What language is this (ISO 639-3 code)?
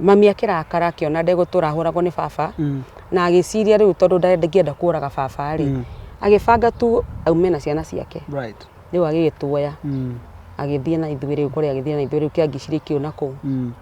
kik